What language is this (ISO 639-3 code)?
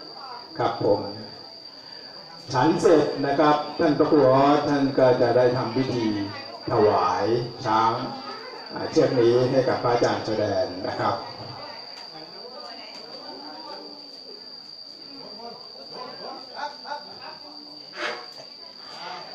tha